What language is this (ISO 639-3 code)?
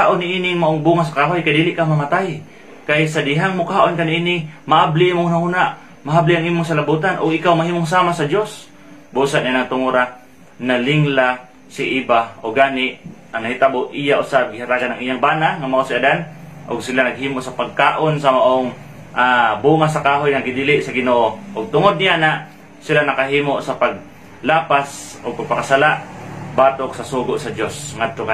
ceb